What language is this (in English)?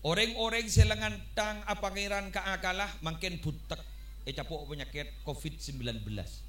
Madurese